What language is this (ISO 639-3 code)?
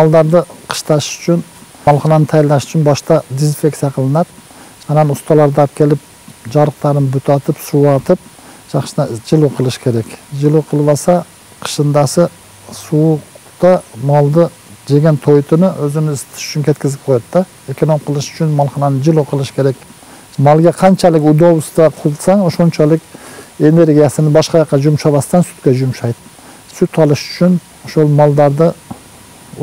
kir